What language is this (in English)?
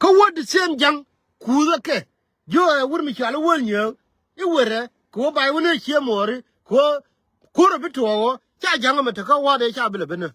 Nuer